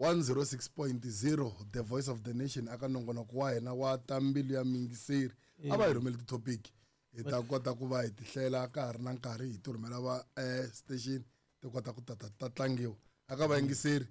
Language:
Tsonga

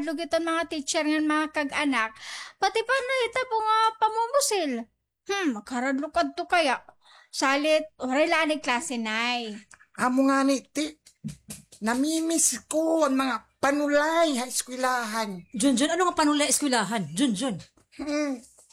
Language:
Waray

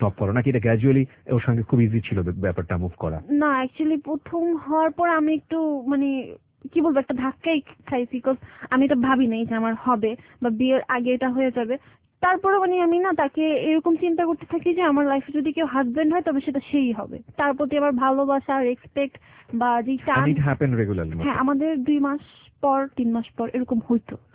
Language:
Bangla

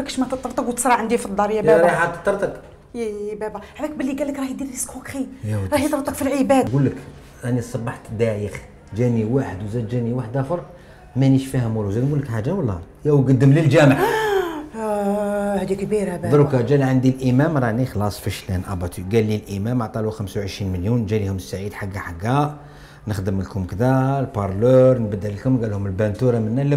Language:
Algerian Arabic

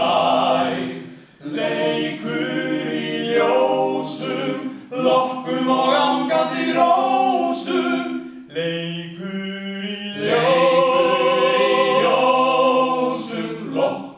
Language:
Icelandic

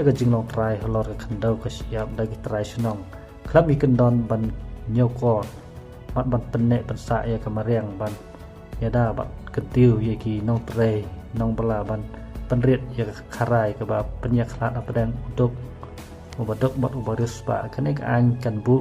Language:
Khasi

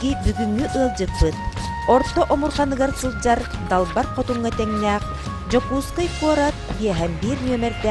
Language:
Yakut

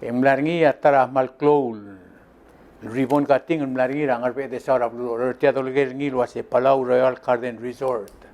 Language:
Palauan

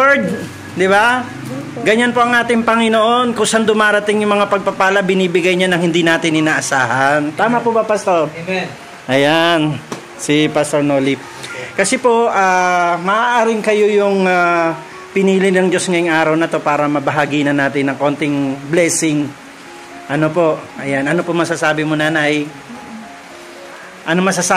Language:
Filipino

